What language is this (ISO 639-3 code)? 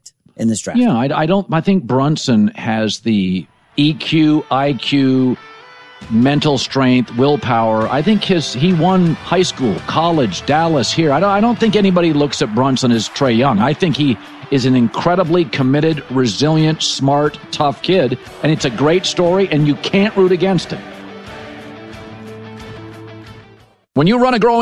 eng